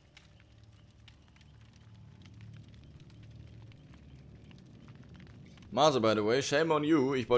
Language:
German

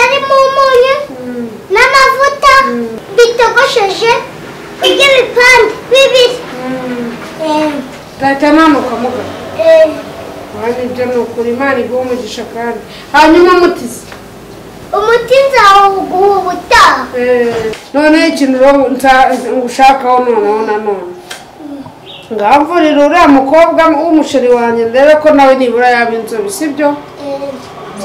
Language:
Kinyarwanda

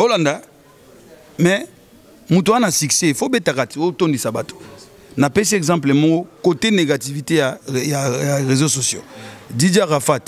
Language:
Lingala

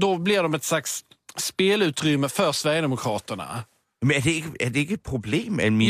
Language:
Danish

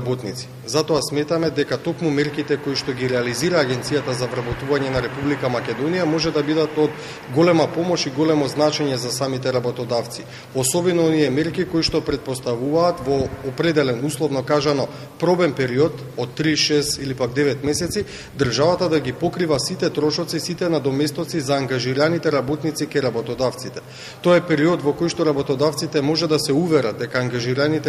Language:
Macedonian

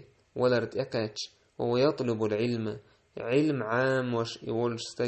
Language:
Chechen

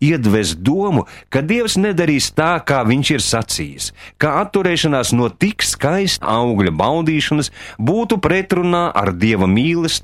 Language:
Latvian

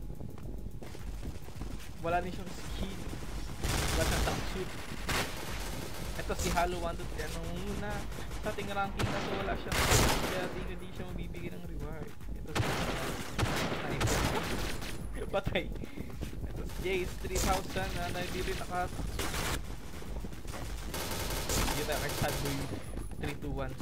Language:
Filipino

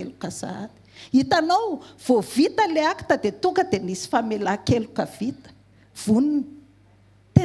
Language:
Malagasy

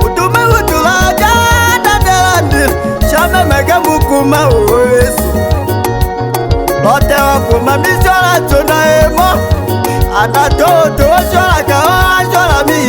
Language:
Tetela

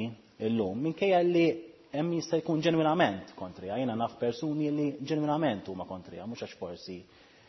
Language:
Maltese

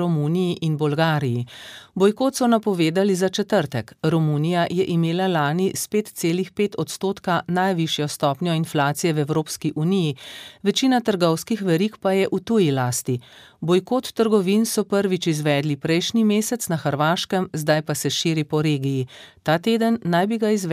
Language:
Slovenian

